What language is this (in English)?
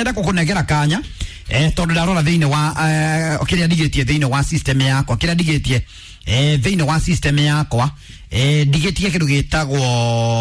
Kikuyu